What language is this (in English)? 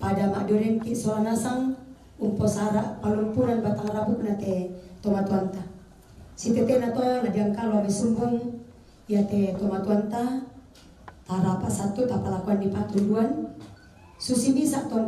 Toraja-Sa'dan